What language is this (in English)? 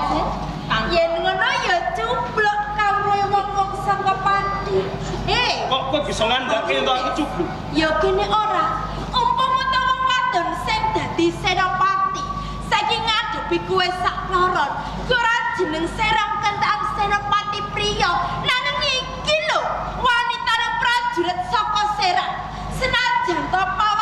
Javanese